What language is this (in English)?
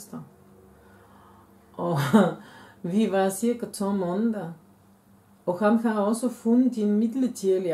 Danish